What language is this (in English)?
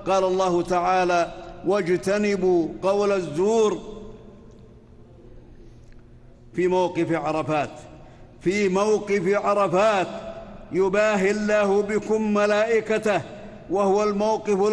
Arabic